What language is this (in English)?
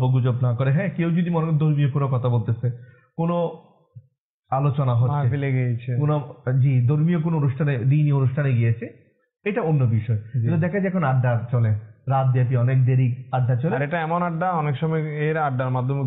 Bangla